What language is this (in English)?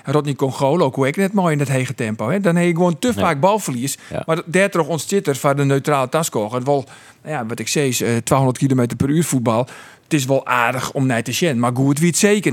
Western Frisian